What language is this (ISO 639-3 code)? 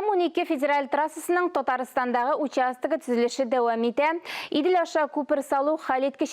tat